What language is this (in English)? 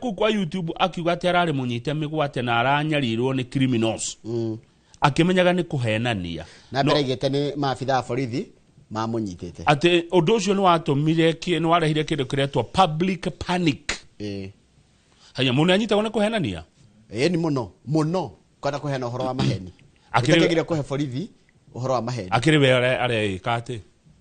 Kikuyu